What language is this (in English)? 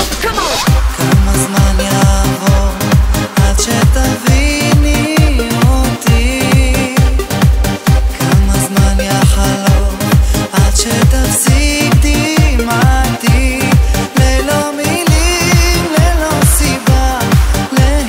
Hebrew